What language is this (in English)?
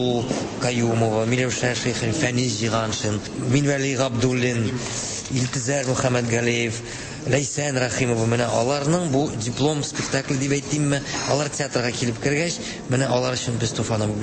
Tatar